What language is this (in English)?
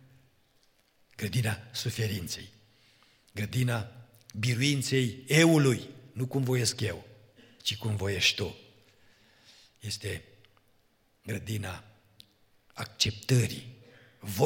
Romanian